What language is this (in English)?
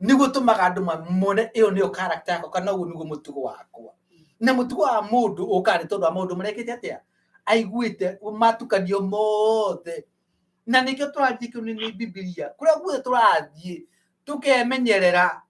Kikuyu